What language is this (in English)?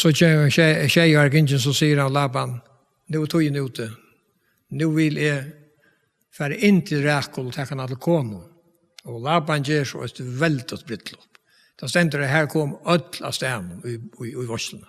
Faroese